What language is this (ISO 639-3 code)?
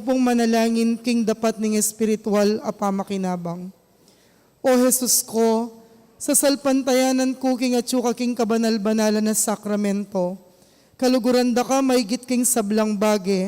pam